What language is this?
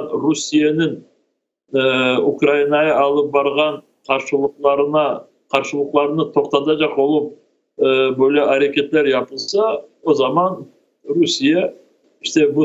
Crimean Tatar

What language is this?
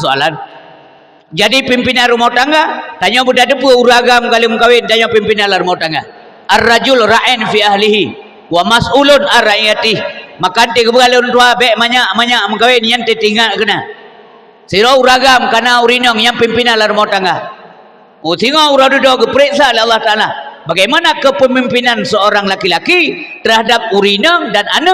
Achinese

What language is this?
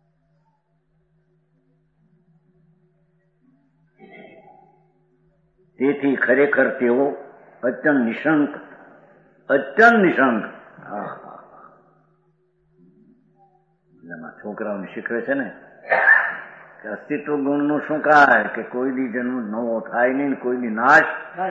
Gujarati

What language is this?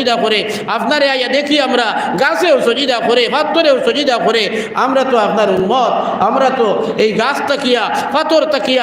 Sylheti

